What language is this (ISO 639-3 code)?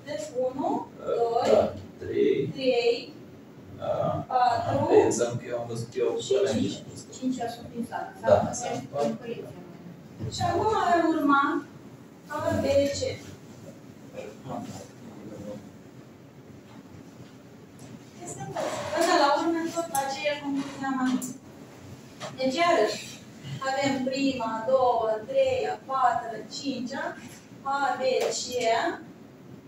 ron